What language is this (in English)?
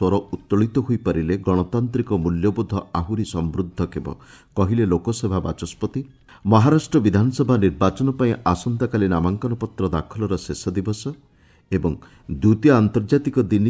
Odia